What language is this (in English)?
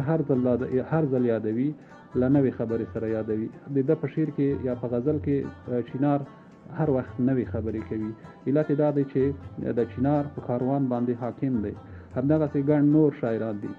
Pashto